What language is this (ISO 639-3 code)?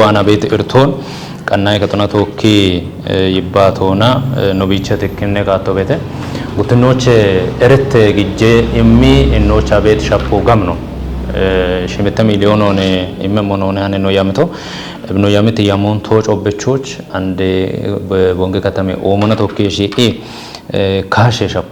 kbr